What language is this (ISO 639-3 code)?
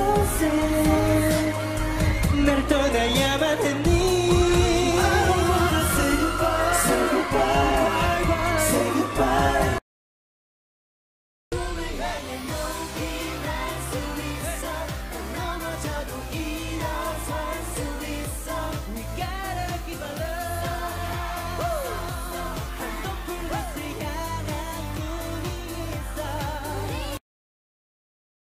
kor